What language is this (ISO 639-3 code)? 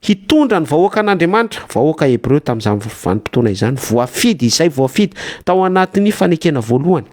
mlg